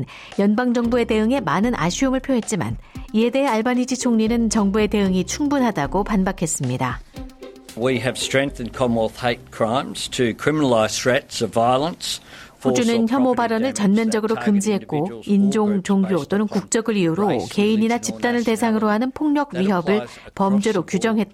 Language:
Korean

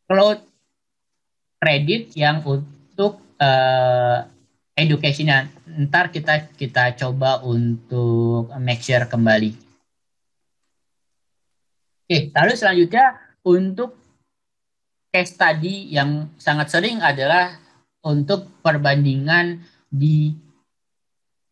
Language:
Indonesian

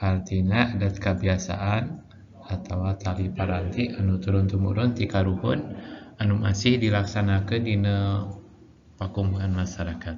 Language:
Sundanese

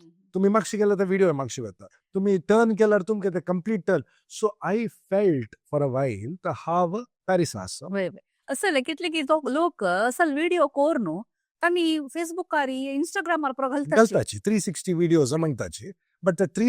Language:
Konkani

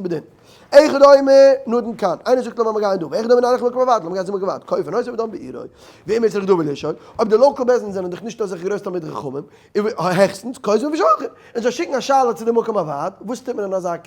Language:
Yiddish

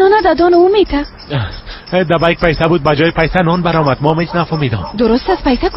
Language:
Persian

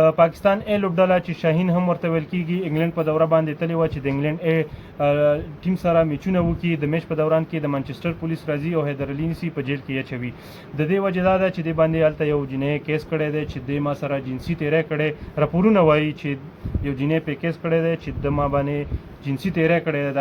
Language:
Pashto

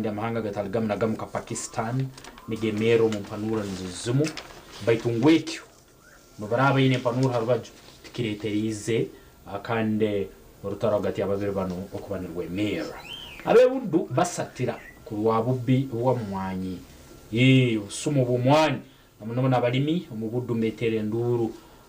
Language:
Nyankole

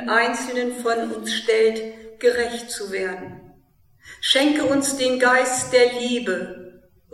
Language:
German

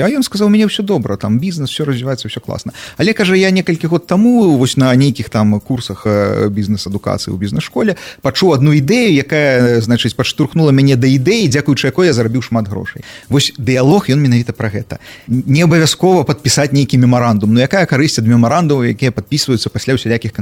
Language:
Belarusian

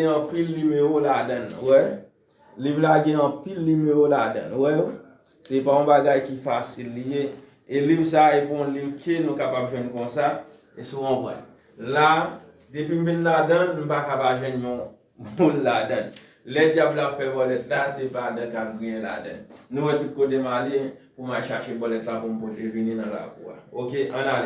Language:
Haitian Creole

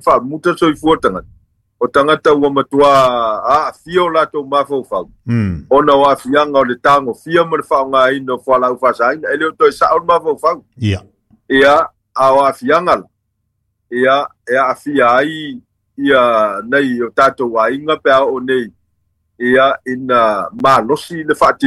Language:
Samoan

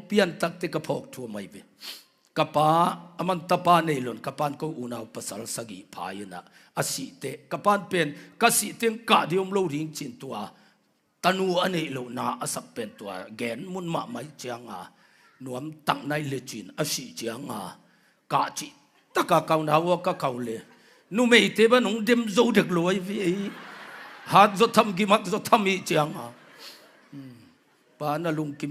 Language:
Tedim Chin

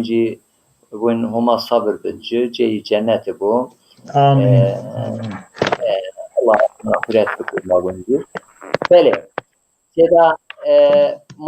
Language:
Zaza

